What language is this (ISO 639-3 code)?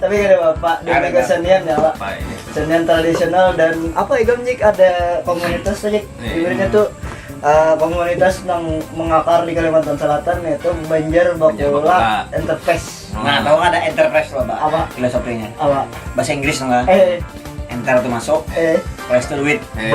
bjn